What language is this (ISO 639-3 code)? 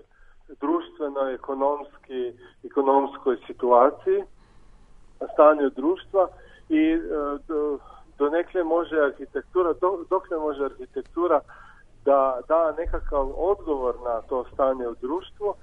srp